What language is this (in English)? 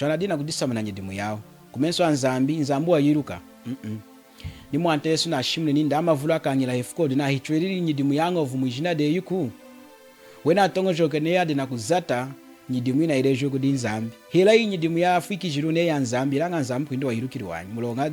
Lunda